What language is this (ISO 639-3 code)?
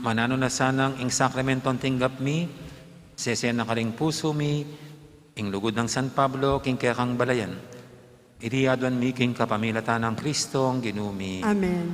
pam